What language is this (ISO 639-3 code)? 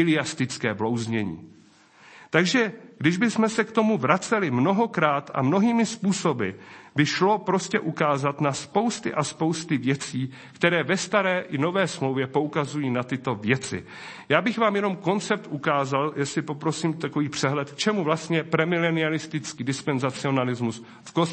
ces